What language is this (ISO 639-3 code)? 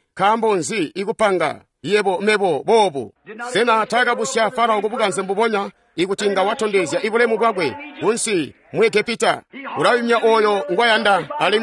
toi